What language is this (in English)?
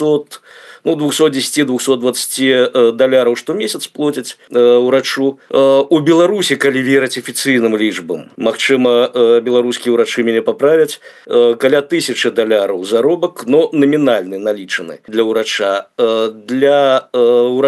Belarusian